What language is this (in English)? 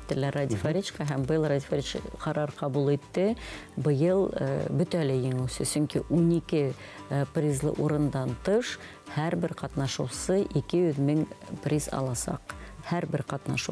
Bashkir